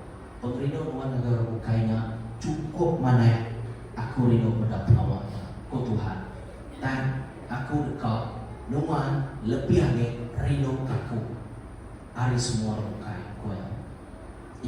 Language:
Iban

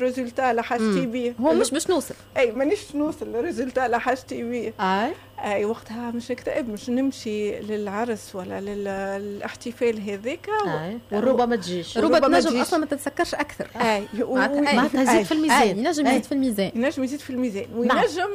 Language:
Tunisian Arabic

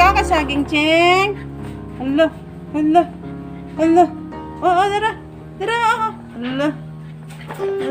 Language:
Cebuano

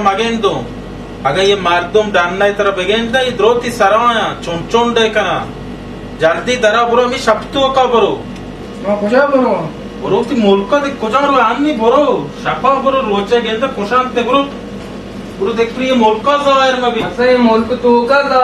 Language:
Baluchi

